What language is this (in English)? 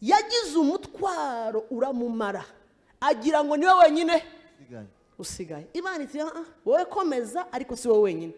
Kinyarwanda